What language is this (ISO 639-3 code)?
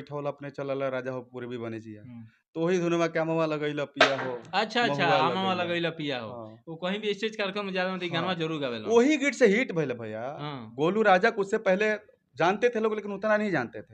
bho